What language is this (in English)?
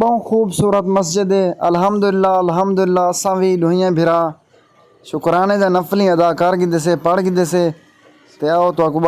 Saraiki